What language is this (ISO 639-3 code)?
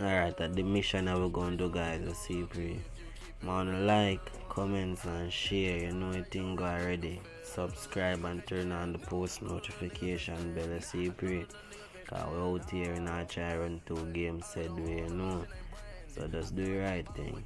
jam